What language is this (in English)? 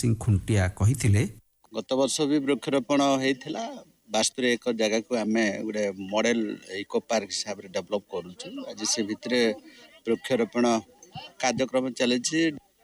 Odia